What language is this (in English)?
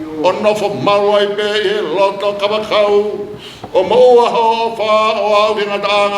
Tongan